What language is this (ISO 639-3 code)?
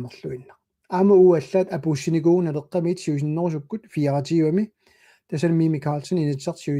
kal